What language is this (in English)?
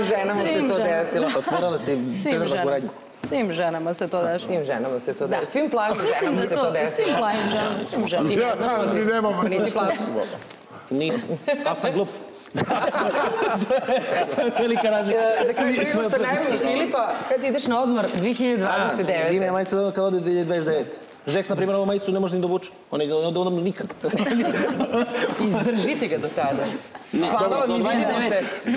Serbian